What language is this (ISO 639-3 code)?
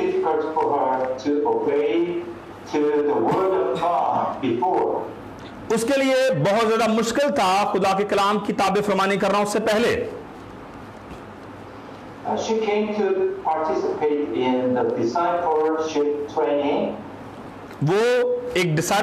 urd